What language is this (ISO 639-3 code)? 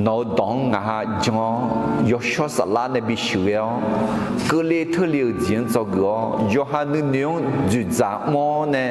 ahk